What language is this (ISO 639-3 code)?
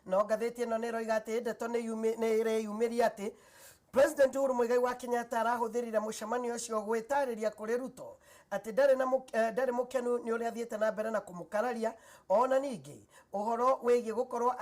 kik